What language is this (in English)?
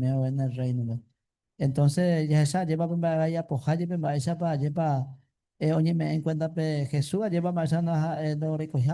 Guarani